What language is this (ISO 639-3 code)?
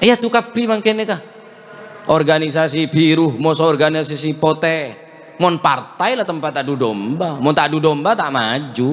mad